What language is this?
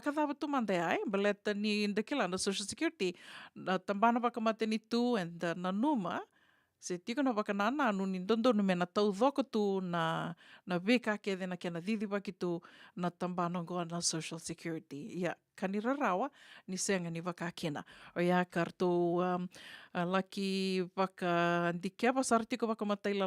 Fijian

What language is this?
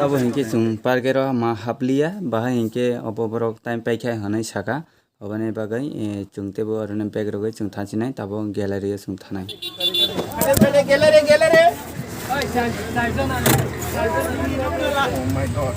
Kok Borok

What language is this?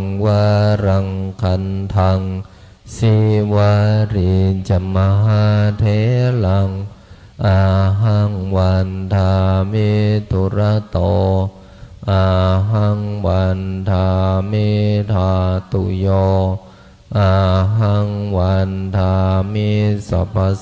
Pali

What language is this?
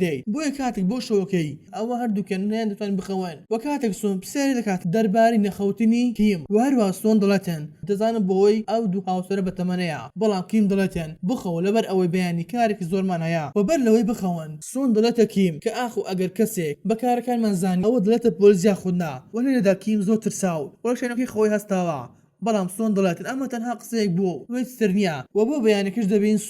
Central Kurdish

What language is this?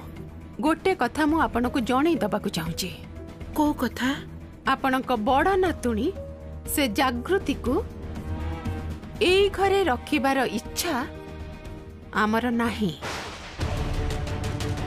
Odia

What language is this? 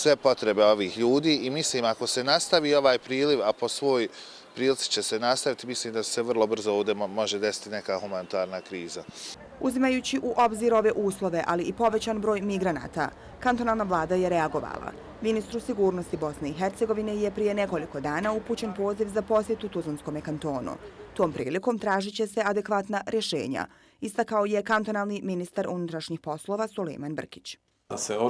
Bosnian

